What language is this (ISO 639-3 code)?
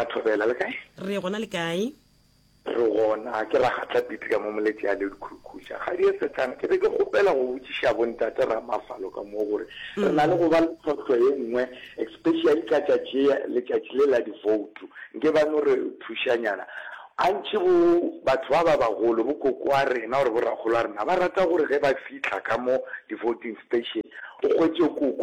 nso